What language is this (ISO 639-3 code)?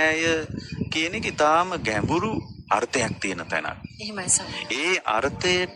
sin